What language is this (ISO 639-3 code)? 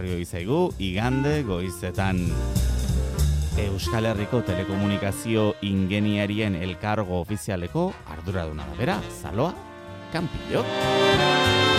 eus